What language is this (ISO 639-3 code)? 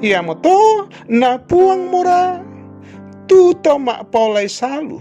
sda